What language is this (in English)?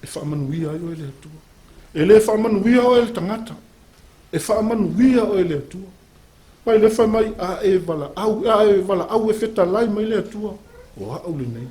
Samoan